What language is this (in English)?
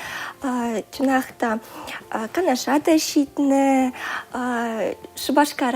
Chuvash